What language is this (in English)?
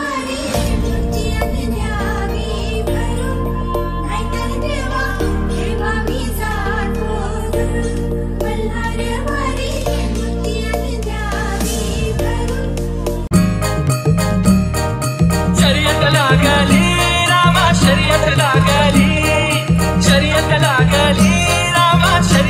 Marathi